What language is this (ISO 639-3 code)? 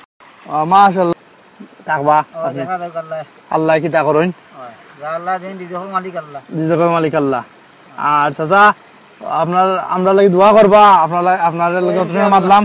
syl